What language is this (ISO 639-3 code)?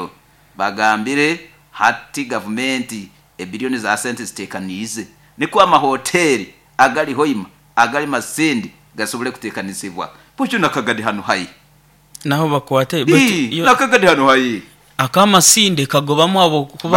nyo